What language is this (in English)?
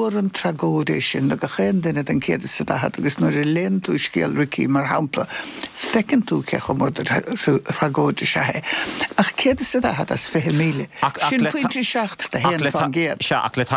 Irish